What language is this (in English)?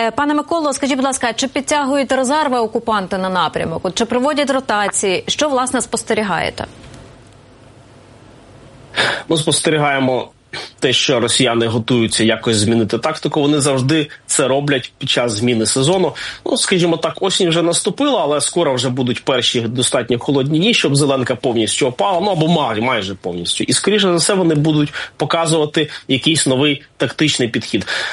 Ukrainian